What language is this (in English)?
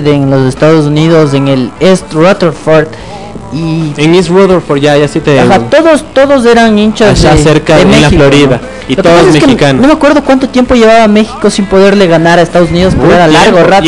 Spanish